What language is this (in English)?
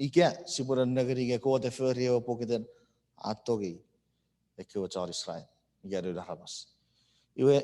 Chuukese